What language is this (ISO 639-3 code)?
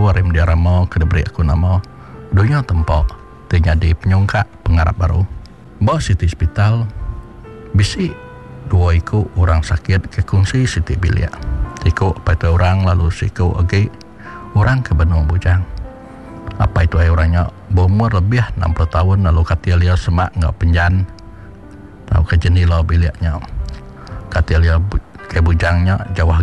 iba